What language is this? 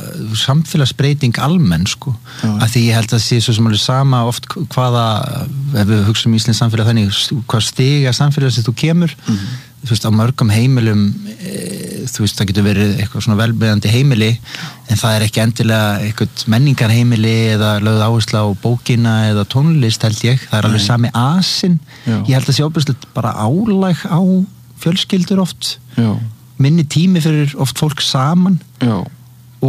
Icelandic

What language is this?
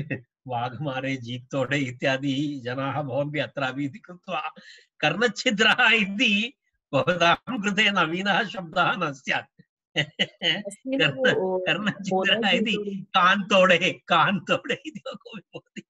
Sanskrit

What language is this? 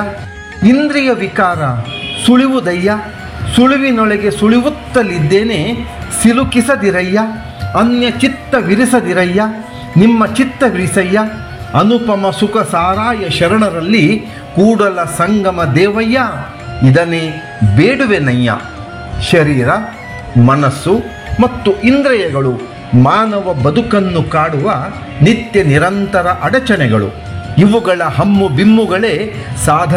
Kannada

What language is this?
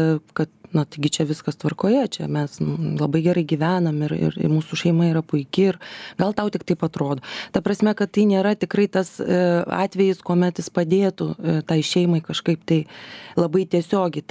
Lithuanian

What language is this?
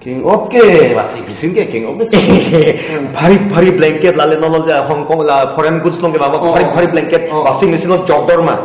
Karbi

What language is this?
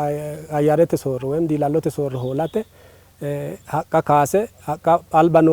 Sidamo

